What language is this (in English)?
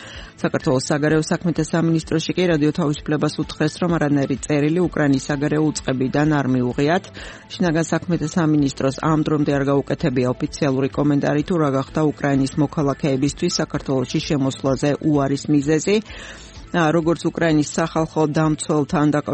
Georgian